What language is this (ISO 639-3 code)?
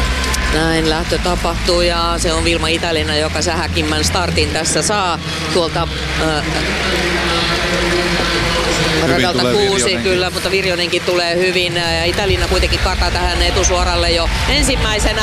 fin